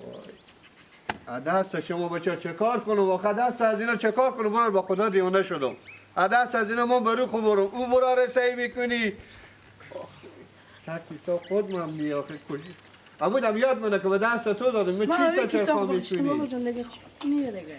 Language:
Persian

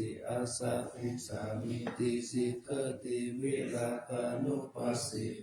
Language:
Pali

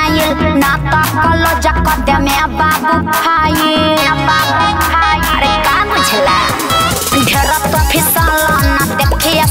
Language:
Bhojpuri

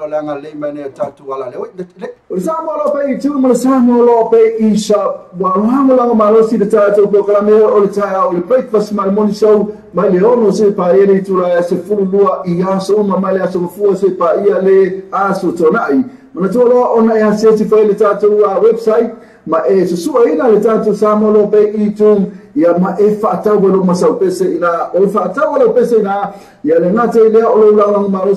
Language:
Samoan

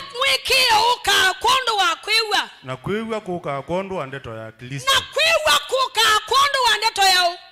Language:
Kamba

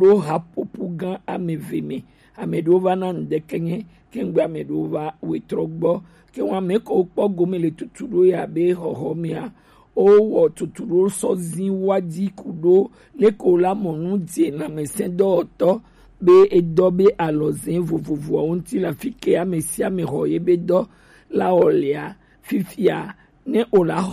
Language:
Gen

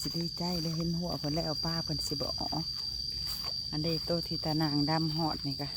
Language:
Lao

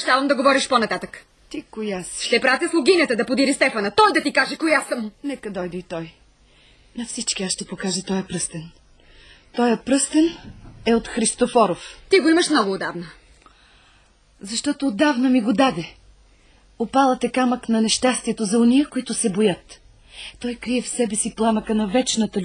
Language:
Bulgarian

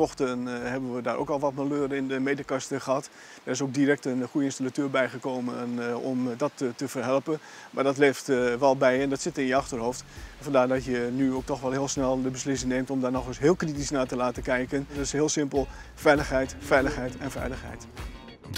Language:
Dutch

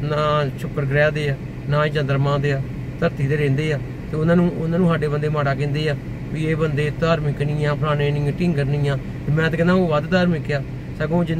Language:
Punjabi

